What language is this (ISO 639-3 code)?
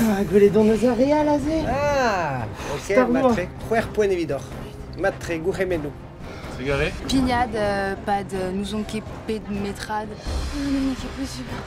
bre